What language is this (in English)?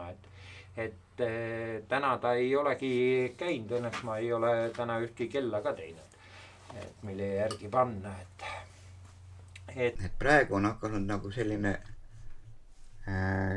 Estonian